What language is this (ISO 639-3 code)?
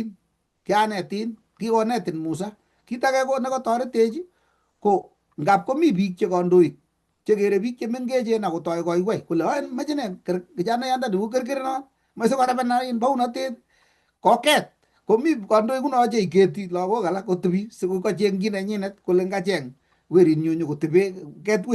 kln